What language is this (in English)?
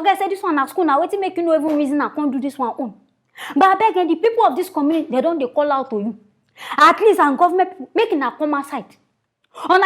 Nigerian Pidgin